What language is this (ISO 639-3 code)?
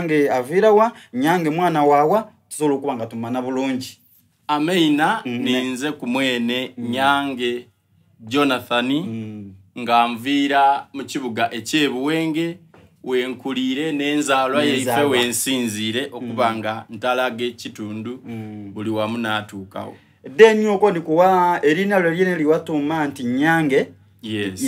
xog